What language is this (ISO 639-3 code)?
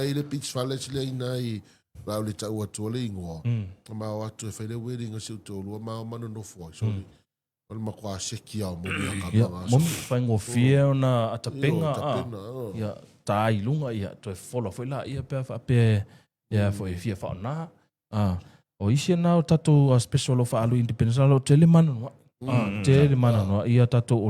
smo